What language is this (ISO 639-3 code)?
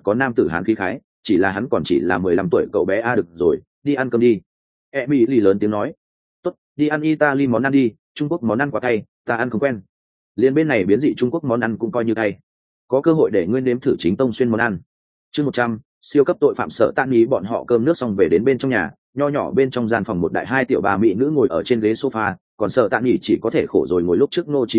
vie